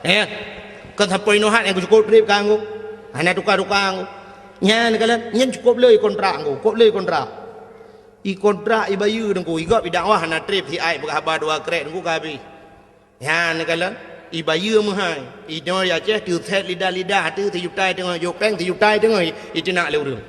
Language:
Achinese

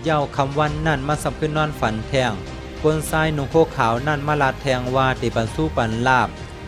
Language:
Shan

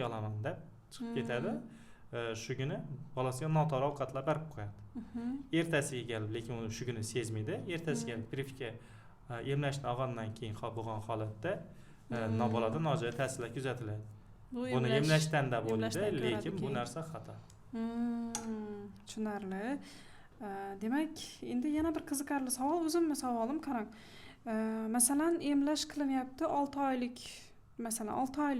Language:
Uzbek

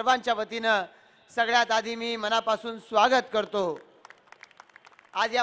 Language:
Marathi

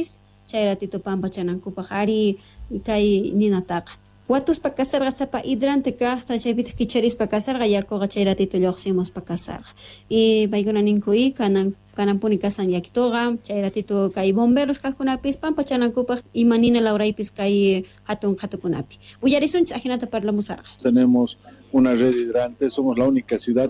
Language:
Quechua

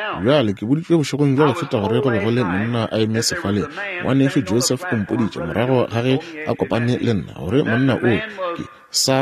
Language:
Northern Sotho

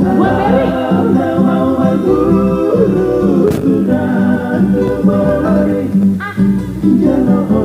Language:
Batak Toba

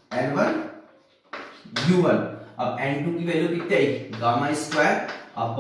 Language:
Hindi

